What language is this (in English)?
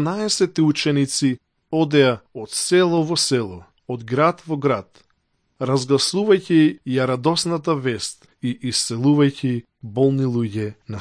Macedonian